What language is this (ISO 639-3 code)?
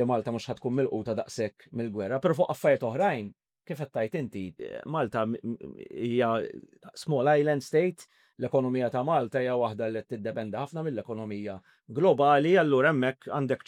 mlt